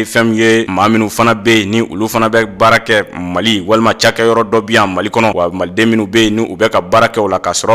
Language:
Bambara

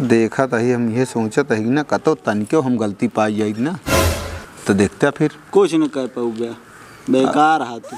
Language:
Awadhi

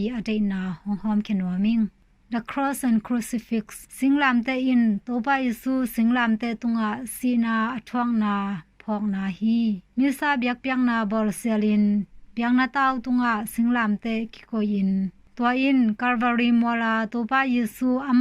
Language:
Tedim Chin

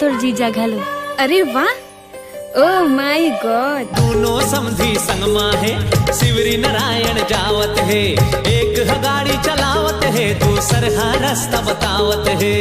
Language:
Chhattisgarhi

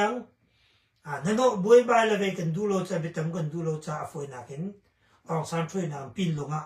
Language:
Hakha Chin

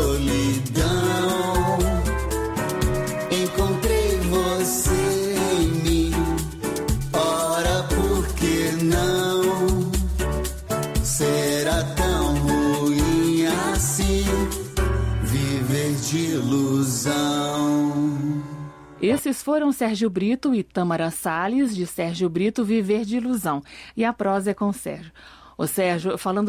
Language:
Portuguese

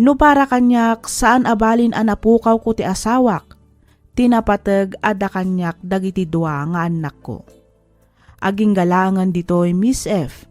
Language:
Iloko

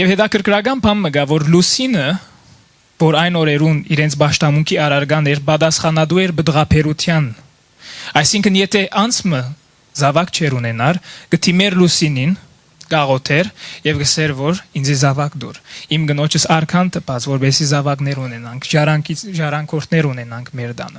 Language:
Western Armenian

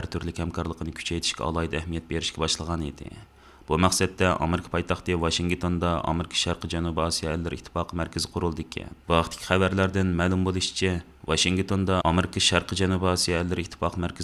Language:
Uyghur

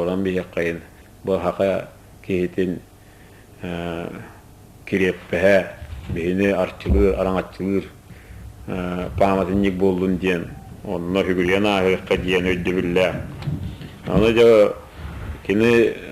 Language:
Yakut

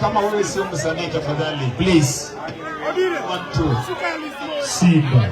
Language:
Luo (Kenya and Tanzania)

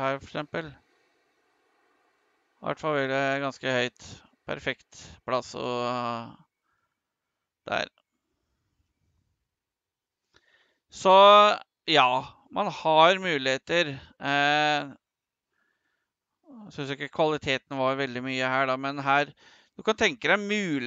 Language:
Norwegian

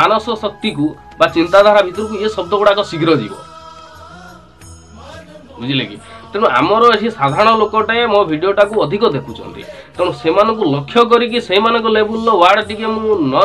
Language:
Odia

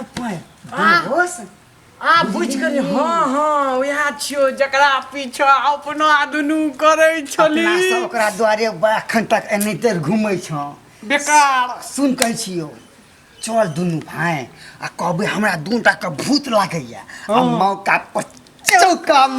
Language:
Maithili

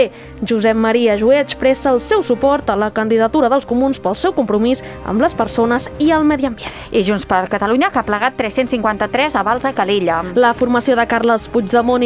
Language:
Catalan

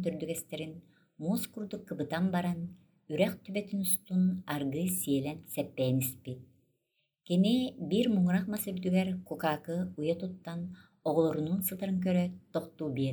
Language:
Yakut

